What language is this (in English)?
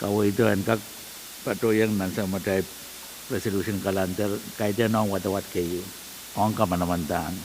Pohnpeian